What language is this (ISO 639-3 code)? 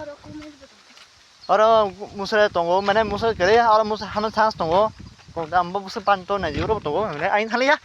trp